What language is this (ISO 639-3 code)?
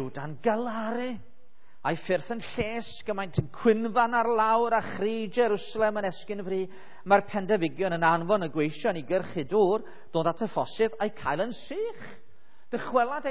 cym